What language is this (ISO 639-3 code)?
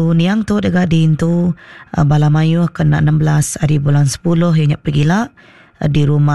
iba